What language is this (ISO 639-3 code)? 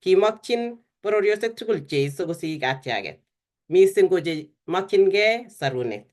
kln